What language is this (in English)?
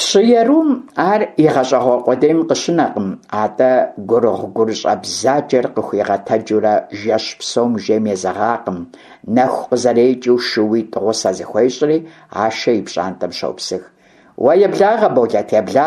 Kabardian